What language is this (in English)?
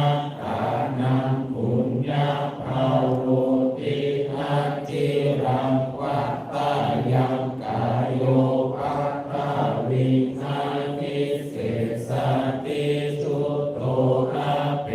Pali